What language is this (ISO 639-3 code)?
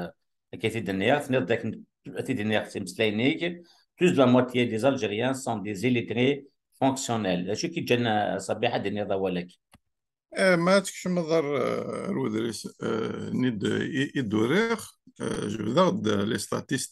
kab